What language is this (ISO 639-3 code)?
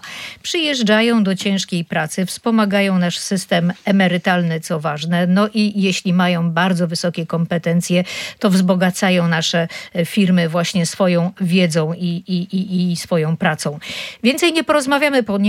pol